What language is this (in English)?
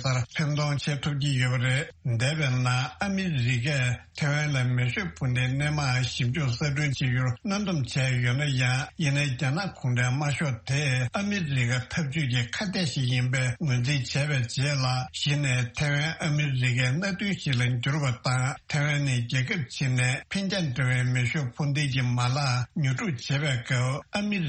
Tibetan